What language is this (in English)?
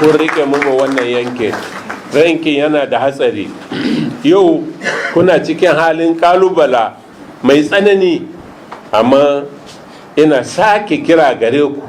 Hausa